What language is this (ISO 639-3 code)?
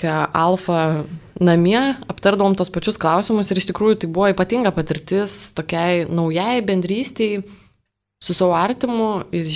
lit